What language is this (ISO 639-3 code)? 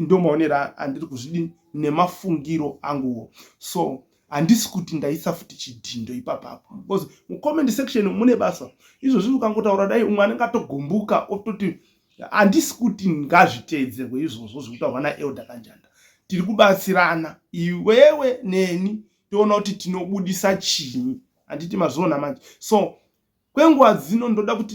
sna